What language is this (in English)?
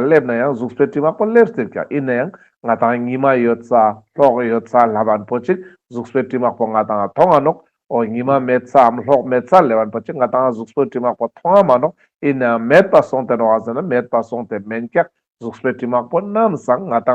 Ladakhi